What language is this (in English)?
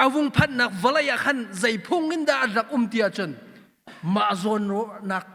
Hakha Chin